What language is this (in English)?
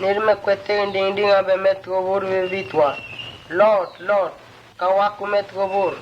Mota